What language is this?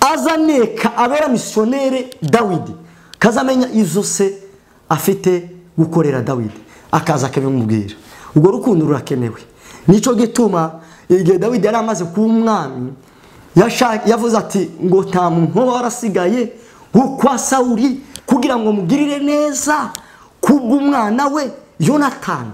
Kinyarwanda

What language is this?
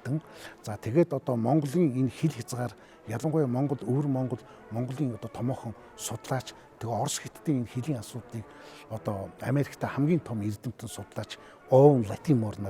Mongolian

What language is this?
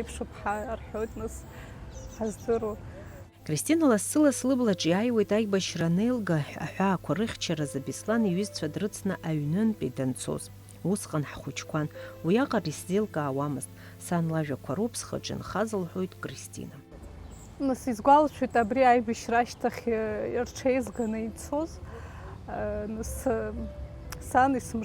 Abkhazian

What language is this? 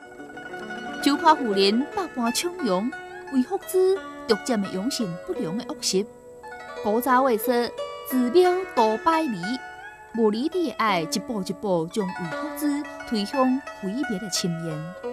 Min Nan Chinese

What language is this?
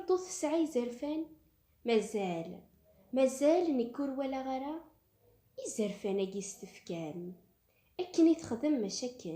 Kabyle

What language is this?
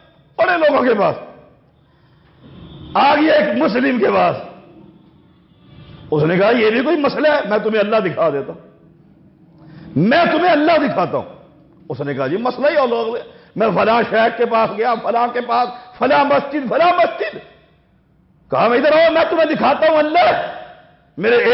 Urdu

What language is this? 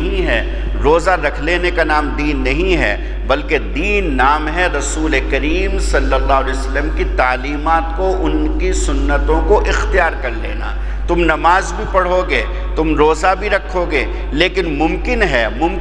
Urdu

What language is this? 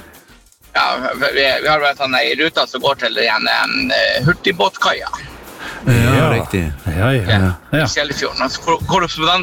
Norwegian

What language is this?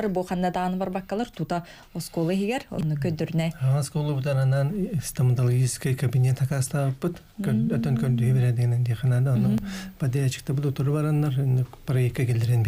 Yakut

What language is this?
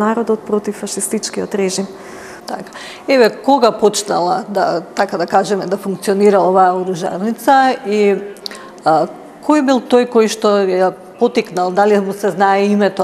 Macedonian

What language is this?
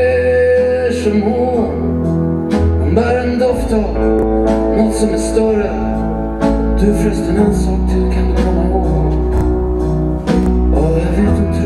Swedish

